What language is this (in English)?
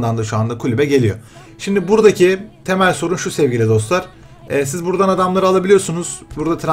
Turkish